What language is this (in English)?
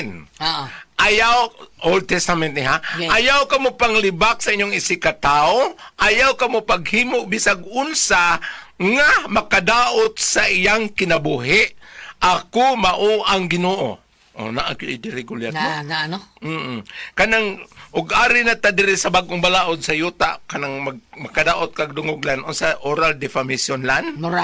Cebuano